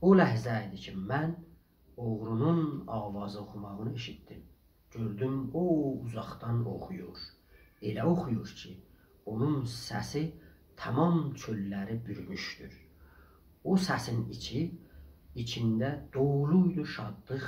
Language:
South Azerbaijani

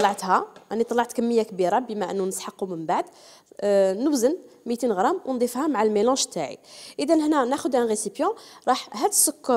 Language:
Algerian Arabic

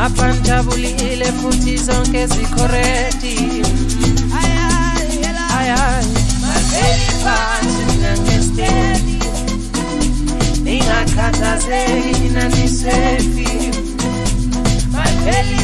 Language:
Swahili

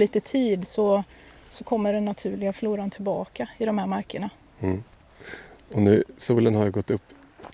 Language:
Swedish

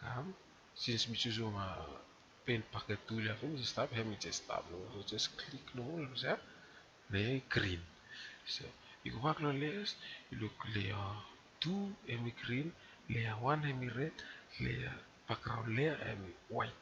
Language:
Bislama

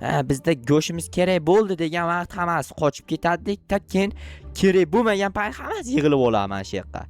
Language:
Uzbek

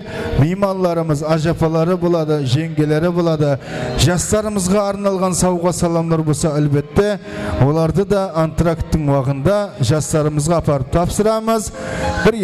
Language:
Kara-Kalpak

